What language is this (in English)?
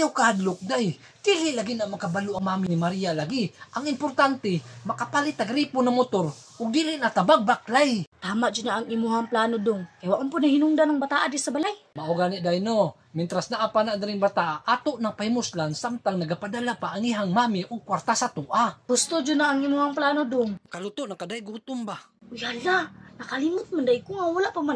Cebuano